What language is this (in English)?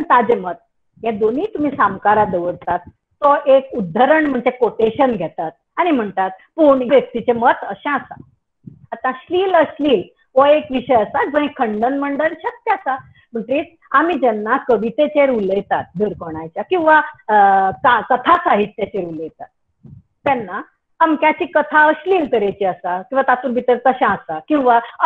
Konkani